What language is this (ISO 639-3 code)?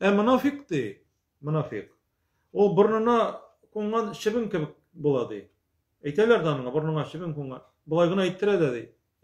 tat